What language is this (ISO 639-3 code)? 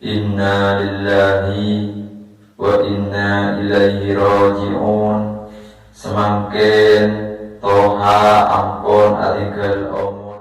mad